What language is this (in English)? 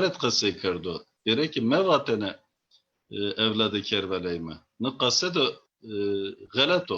Zaza